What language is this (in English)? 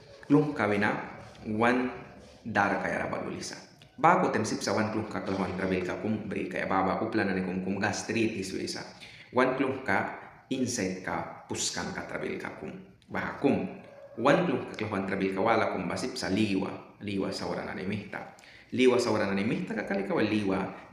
Mískito